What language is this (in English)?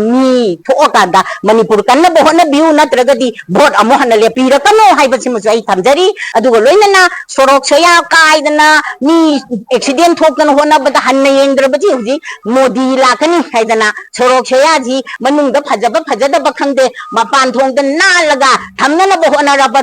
Manipuri